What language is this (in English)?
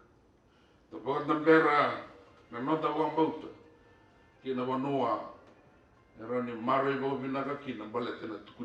Fijian